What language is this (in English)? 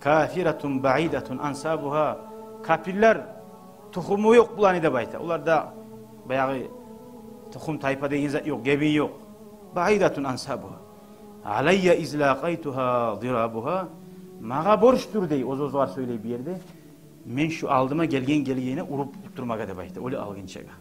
Kumyk